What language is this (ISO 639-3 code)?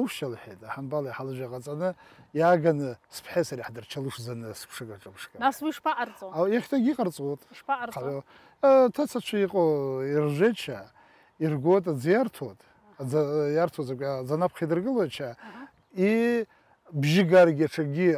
abk